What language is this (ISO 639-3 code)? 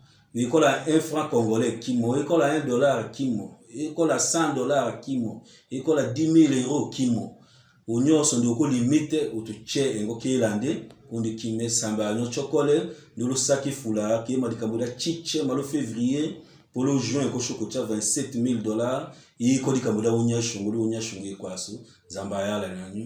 tll